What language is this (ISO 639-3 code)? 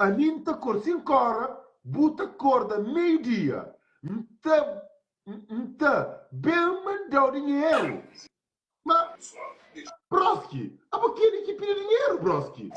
kea